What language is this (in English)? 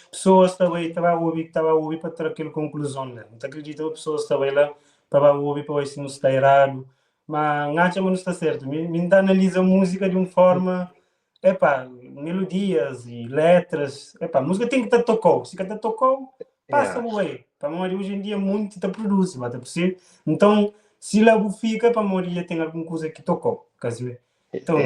Kabuverdianu